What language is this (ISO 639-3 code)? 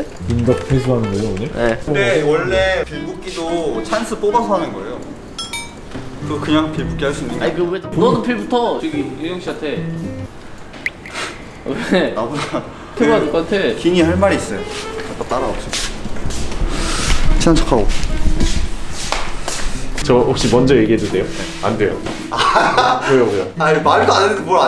kor